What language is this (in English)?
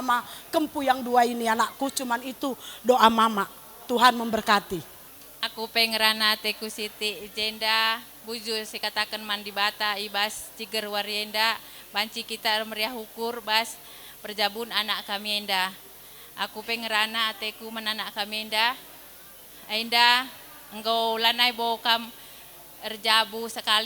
Batak Karo